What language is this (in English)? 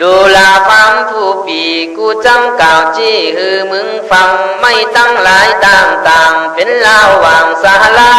Khün